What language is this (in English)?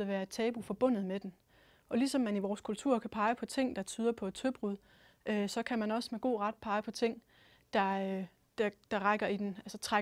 Danish